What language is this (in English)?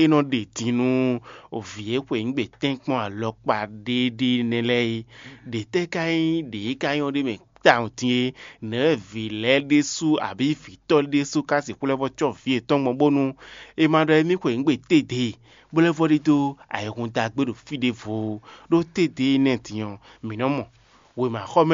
Fon